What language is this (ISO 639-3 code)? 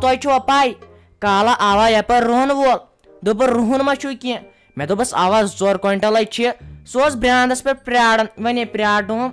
kas